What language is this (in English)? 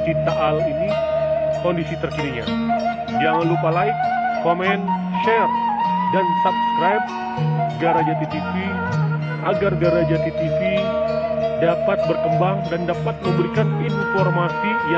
Indonesian